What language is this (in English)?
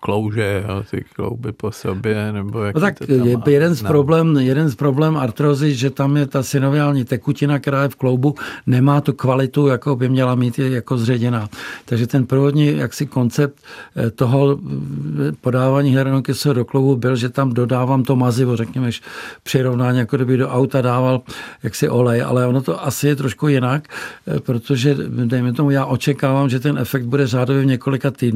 Czech